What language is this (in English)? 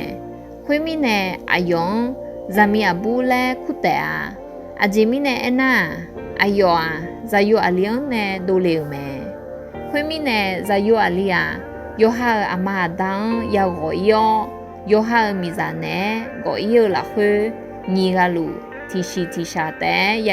Akha